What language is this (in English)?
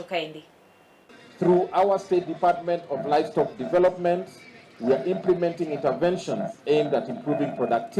Luo (Kenya and Tanzania)